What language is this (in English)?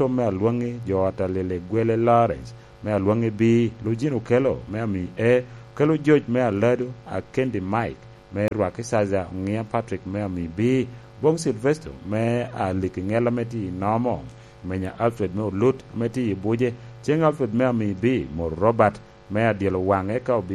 Lango (Uganda)